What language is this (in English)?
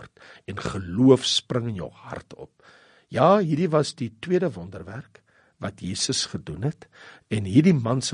Afrikaans